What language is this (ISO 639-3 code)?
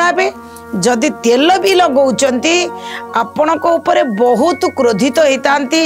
ori